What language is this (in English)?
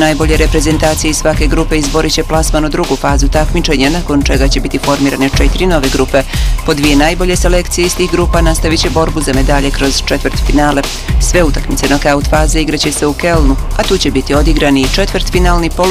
Bosnian